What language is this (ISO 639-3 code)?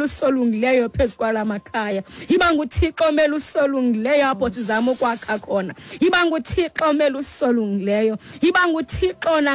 xho